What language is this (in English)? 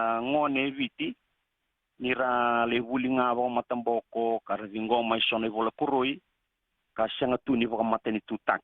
Fijian